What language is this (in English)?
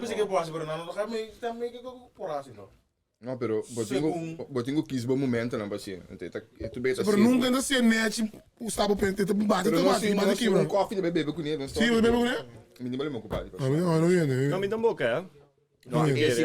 Papiamento